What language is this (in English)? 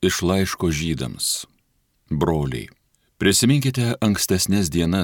Lithuanian